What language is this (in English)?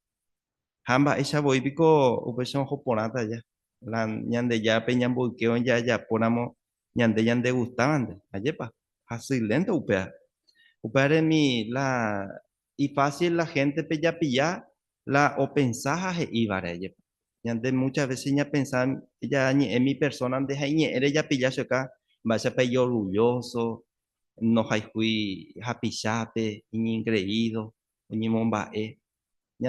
Guarani